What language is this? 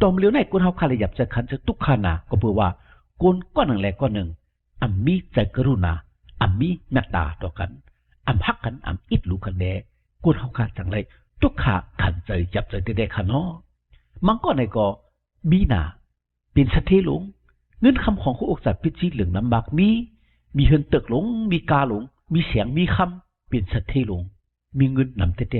Shan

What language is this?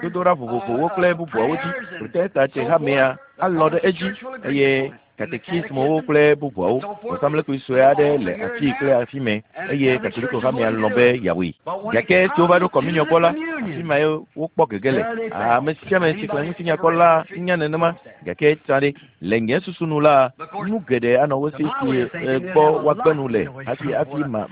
Ewe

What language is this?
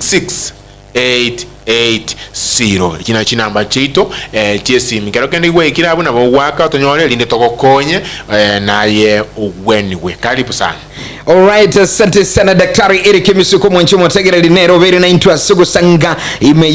Gusii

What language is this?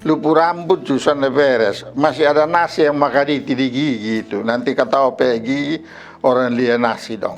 Kupang Malay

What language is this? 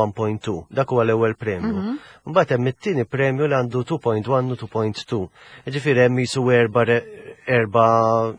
Maltese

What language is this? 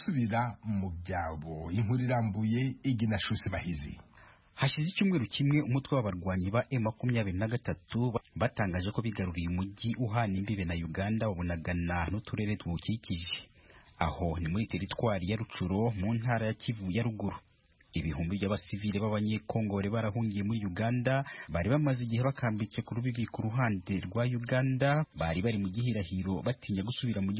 Kinyarwanda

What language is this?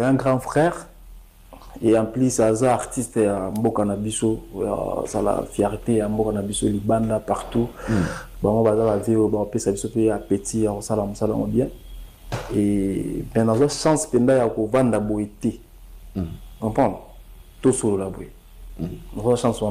Lingala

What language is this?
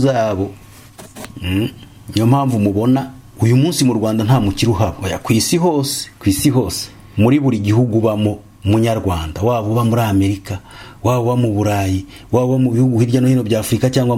Kinyarwanda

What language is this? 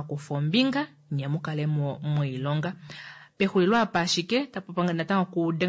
Kuanyama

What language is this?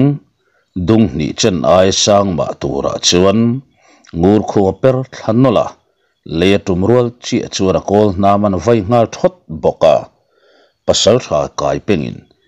Mizo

